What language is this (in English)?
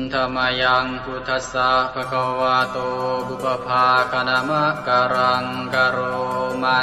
Pali